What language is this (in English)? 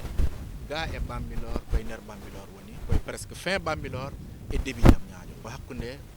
Fula